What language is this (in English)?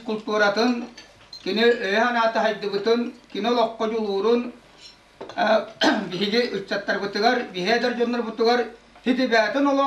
Yakut